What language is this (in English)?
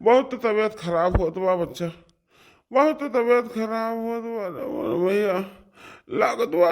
Awadhi